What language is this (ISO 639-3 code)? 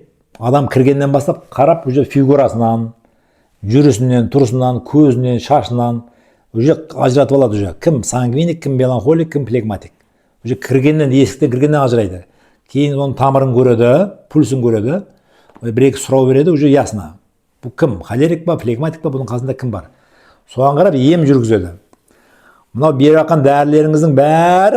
kaz